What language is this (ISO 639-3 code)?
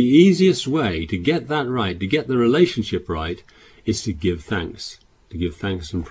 eng